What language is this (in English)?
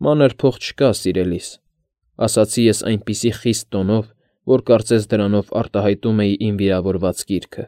Armenian